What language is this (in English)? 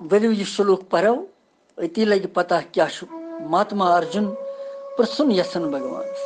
Kashmiri